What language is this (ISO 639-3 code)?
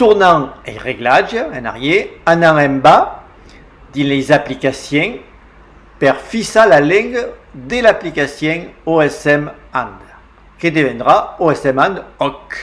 oci